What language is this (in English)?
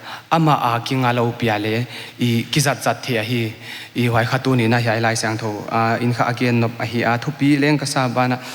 Paite Chin